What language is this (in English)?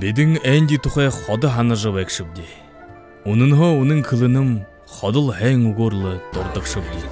Buriat